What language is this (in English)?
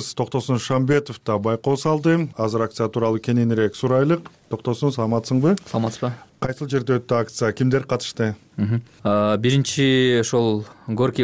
Kyrgyz